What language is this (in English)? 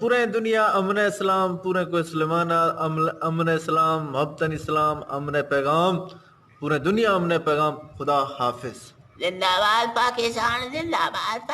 Eastern Balochi